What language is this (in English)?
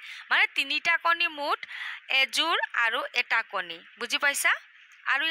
Assamese